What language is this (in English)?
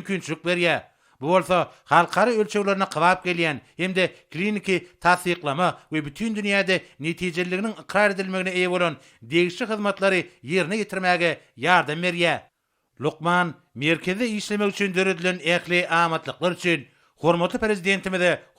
Turkmen